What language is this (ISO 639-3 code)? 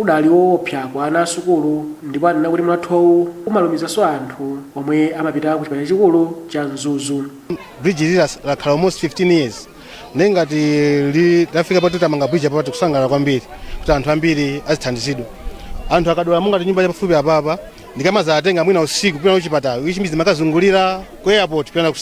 nya